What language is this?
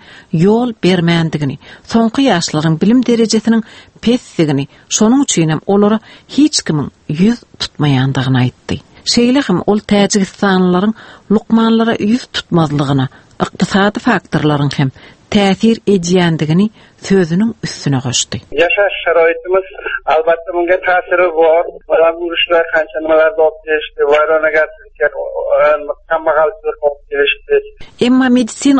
Turkmen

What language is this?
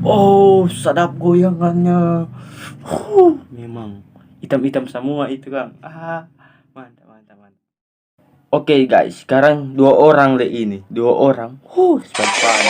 Manado Malay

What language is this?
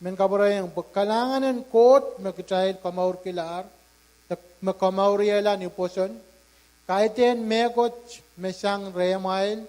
Pohnpeian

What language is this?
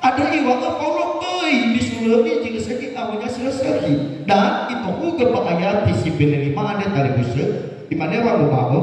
Nias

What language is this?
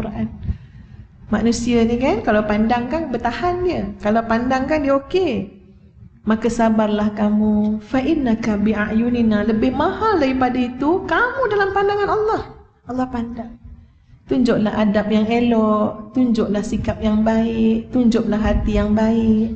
Malay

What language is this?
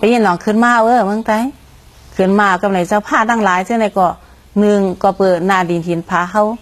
Shan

